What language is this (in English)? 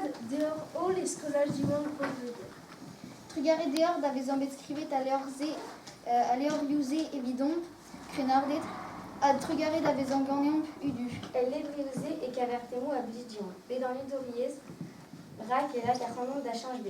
Breton